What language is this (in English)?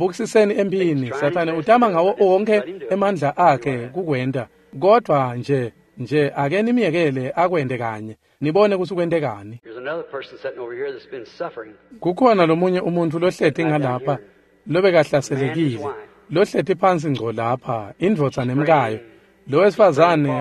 Swati